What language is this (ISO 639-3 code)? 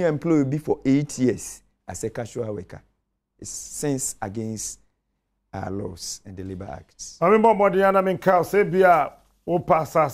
aka